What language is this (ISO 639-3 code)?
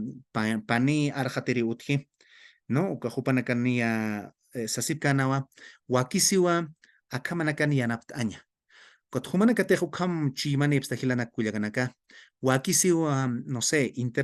aym